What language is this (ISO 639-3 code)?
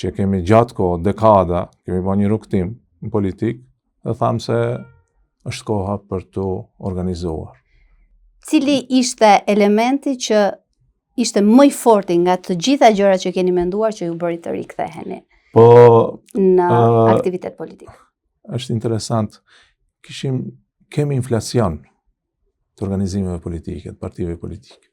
sqi